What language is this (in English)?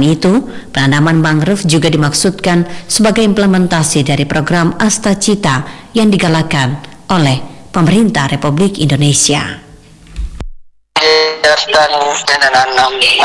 Indonesian